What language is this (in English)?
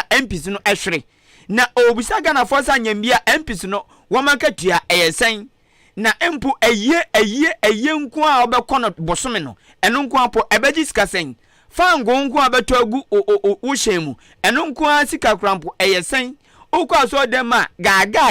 Akan